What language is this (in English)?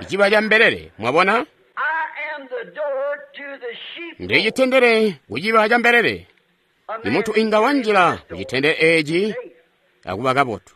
Tonga (Zambia)